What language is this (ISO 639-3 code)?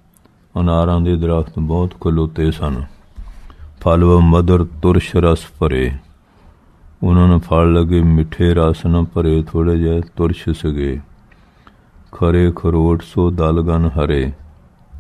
pan